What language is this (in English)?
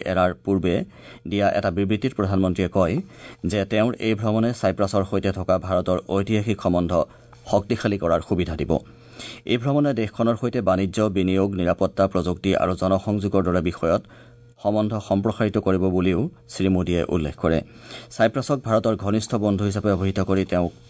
Assamese